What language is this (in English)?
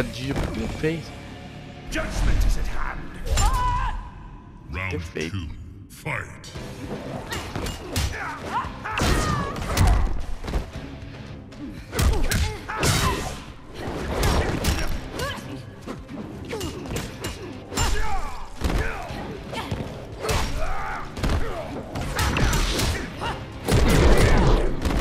Portuguese